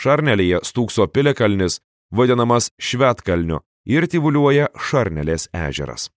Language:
Lithuanian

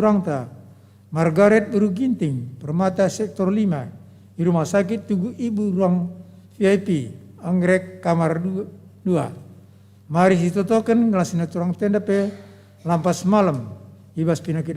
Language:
Batak Karo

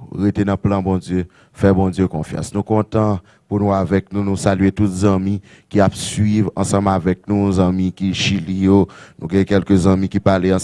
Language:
Haitian Creole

